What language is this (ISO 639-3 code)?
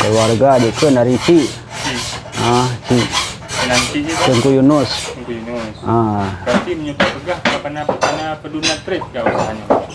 ace